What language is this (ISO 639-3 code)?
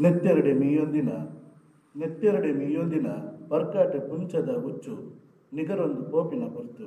tcy